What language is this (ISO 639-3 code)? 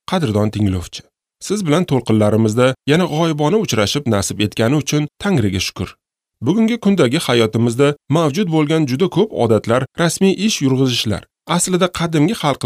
uzb